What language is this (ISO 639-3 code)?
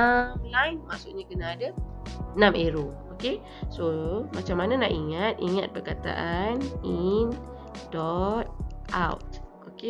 msa